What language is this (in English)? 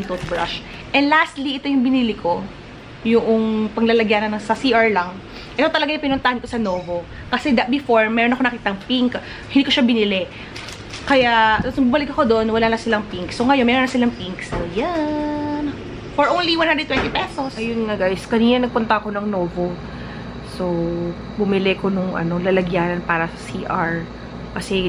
Filipino